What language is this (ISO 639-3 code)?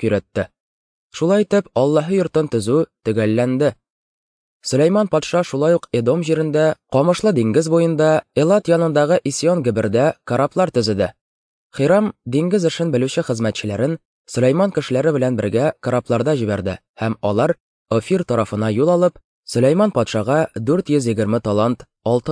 tat